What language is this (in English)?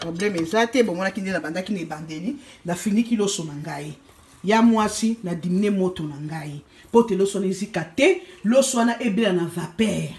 Lingala